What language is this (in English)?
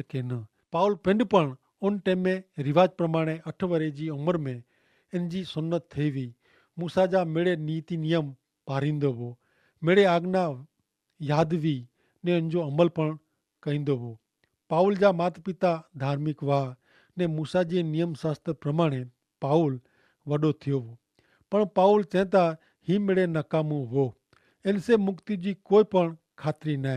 Kachhi